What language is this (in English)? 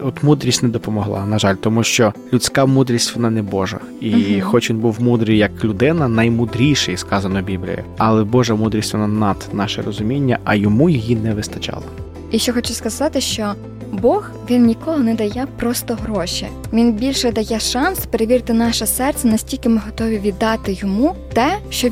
Ukrainian